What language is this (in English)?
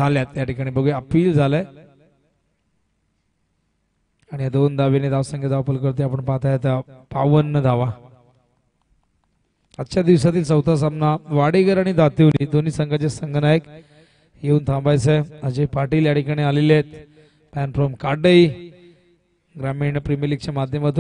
Marathi